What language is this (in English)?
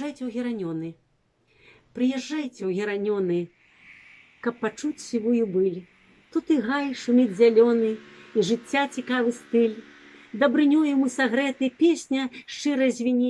Belarusian